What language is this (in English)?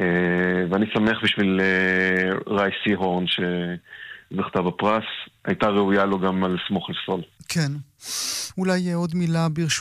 Hebrew